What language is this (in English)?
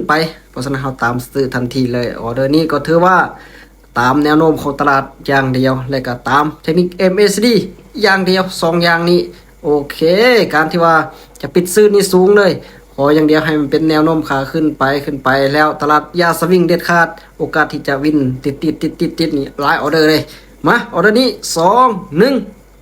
Lao